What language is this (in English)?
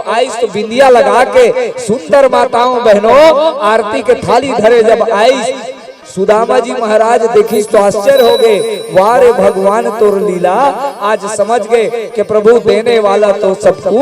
Chhattisgarhi